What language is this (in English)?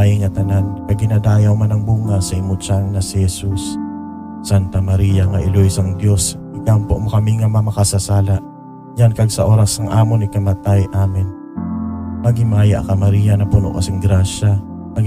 Hiligaynon